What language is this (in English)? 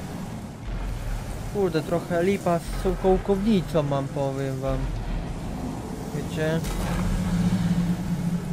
Polish